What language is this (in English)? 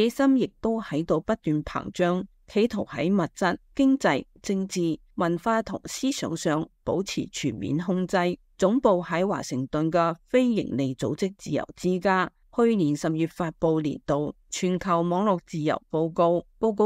Cantonese